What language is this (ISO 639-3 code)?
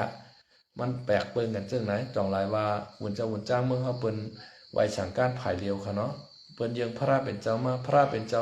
shn